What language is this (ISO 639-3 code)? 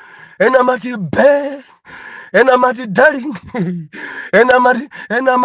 nya